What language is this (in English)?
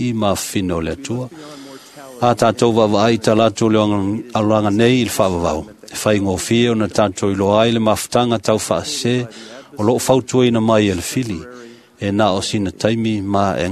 Samoan